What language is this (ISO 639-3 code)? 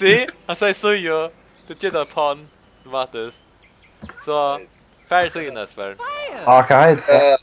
fao